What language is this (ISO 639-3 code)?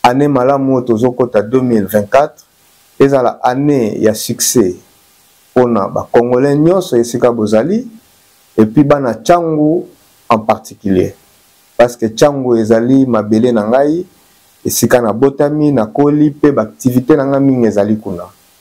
lin